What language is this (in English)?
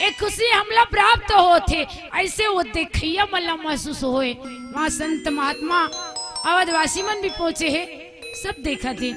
Chhattisgarhi